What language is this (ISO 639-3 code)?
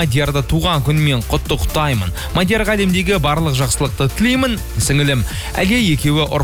kaz